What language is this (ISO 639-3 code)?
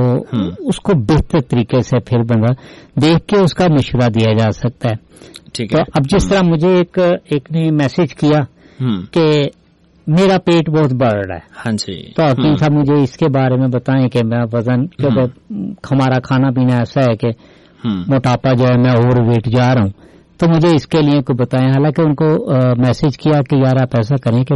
urd